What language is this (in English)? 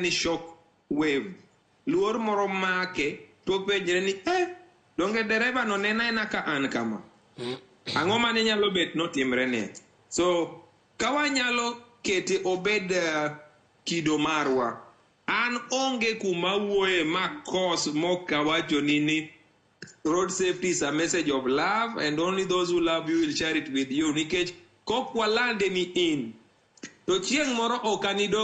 Luo (Kenya and Tanzania)